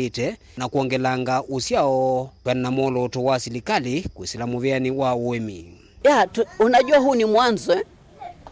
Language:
Kamba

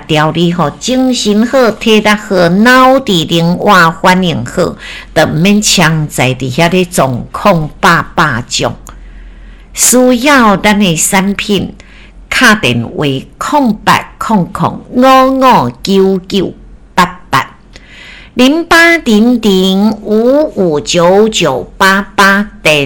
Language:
Min Nan Chinese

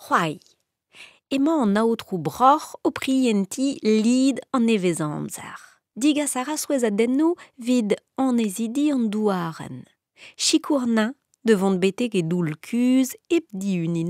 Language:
Breton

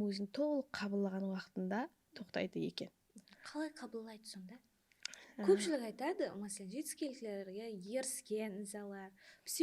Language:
Kara-Kalpak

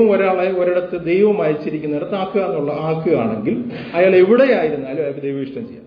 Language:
Malayalam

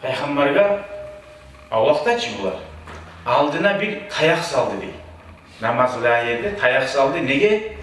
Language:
Kumyk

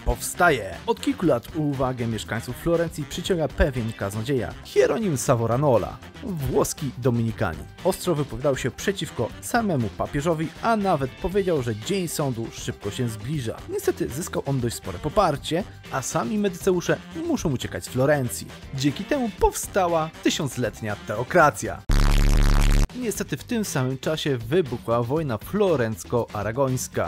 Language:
Polish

